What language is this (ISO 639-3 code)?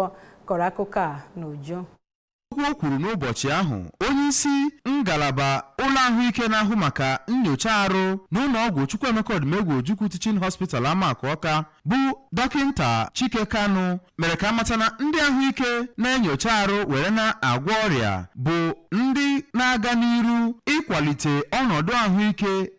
ibo